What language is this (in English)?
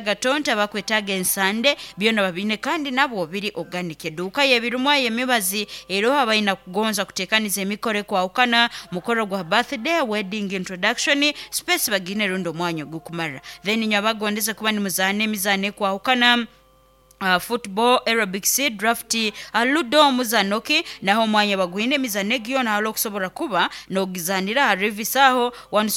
Nyoro